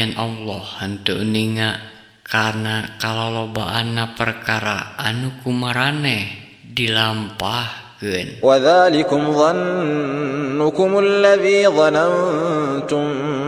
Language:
Sundanese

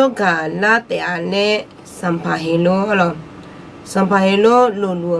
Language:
Akha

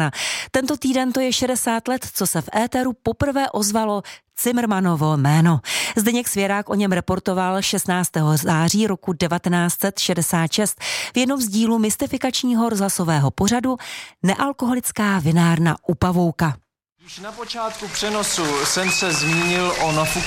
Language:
Czech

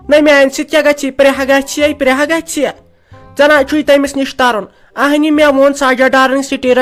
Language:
Kashmiri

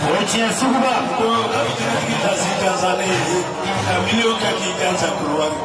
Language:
Bambara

